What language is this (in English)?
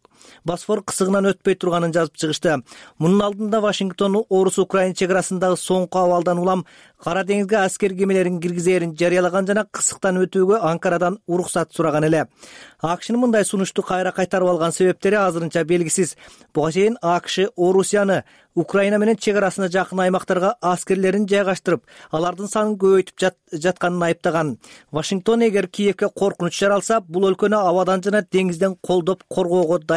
Kyrgyz